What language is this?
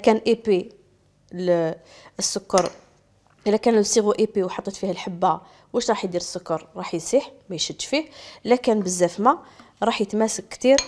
Algerian Arabic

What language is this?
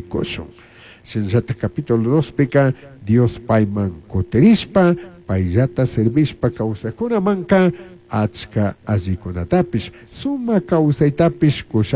Chimborazo Highland Quichua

